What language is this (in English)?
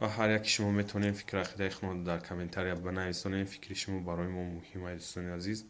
Tajik